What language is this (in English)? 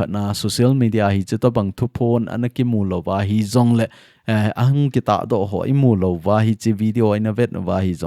Thado Chin